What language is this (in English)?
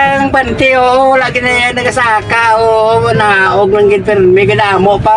Hiligaynon